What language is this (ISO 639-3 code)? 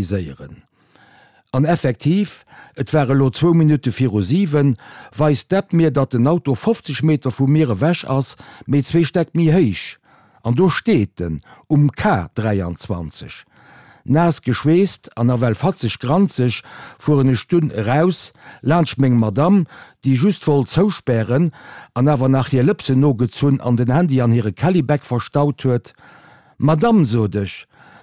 ltz